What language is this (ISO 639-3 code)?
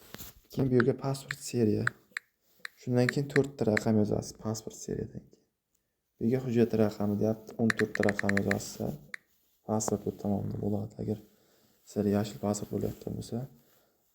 uzb